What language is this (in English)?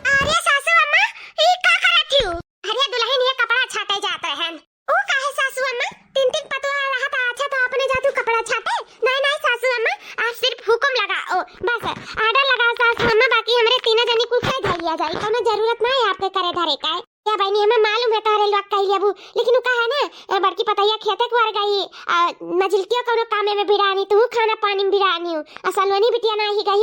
Awadhi